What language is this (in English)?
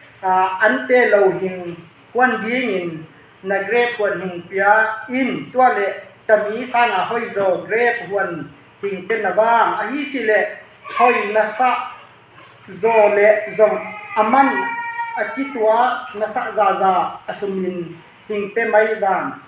Tedim Chin